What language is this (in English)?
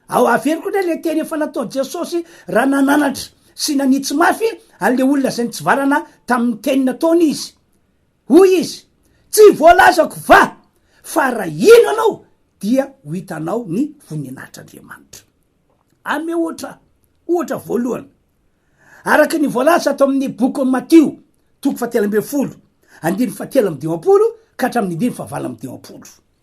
Malagasy